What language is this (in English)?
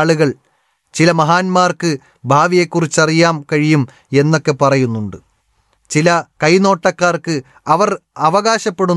Malayalam